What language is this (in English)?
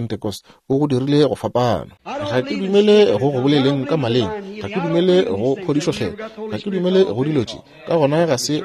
Northern Sotho